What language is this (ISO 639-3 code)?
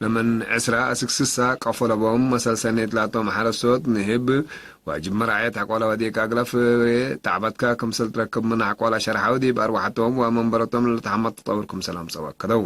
tig